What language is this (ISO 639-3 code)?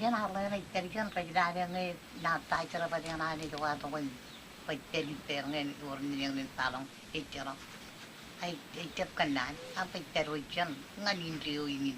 mah